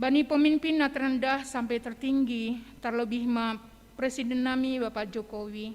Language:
Batak Simalungun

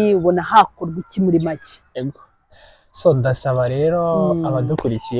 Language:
Kinyarwanda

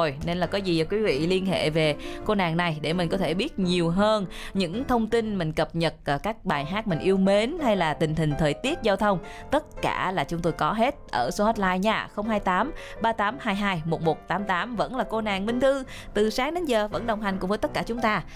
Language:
Vietnamese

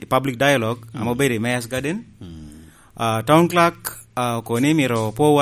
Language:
Lango (Uganda)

